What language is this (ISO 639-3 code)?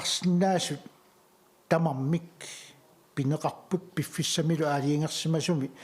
kal